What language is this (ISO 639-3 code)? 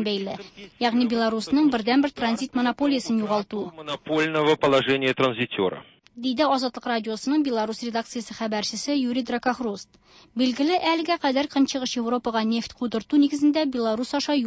tat